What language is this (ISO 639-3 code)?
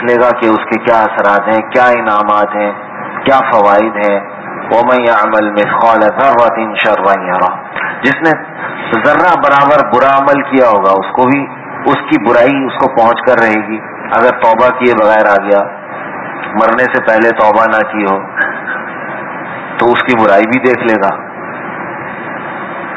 urd